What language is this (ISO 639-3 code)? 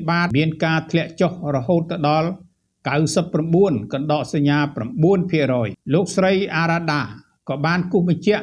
khm